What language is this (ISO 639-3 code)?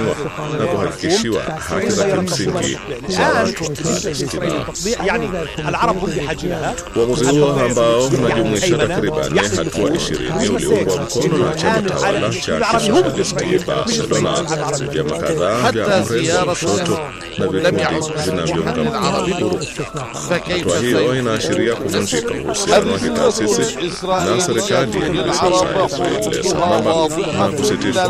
swa